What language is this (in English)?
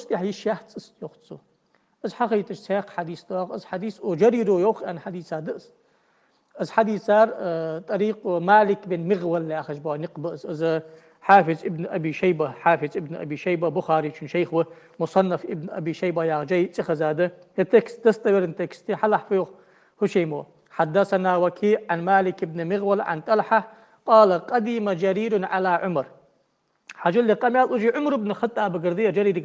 Ingush